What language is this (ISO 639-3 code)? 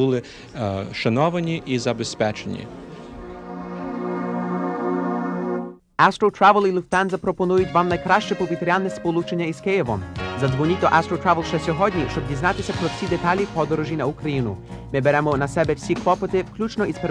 ukr